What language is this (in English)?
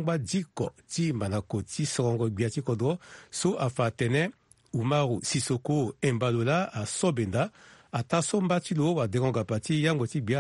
Sango